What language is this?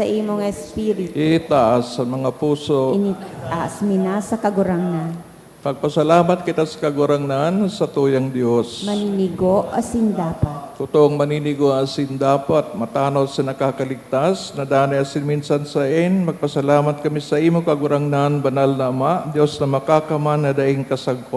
Bikol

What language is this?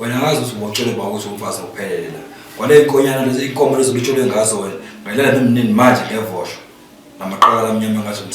Zulu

